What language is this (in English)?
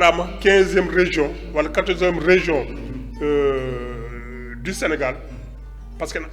Fula